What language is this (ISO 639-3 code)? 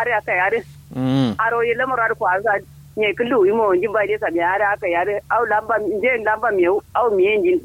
kau